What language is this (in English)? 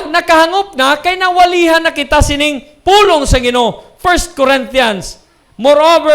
Hiligaynon